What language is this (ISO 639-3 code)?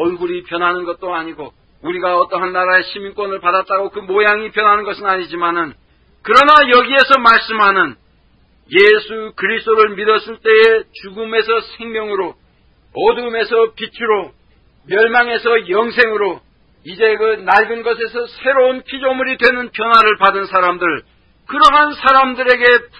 kor